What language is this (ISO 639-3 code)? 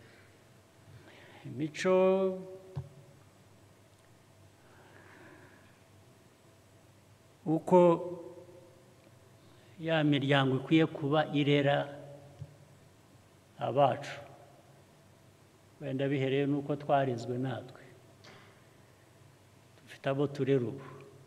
kin